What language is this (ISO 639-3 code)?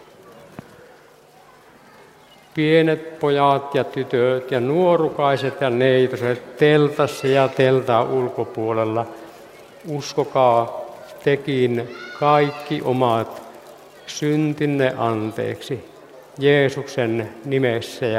fin